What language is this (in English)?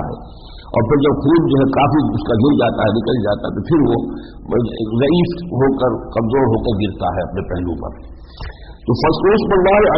Urdu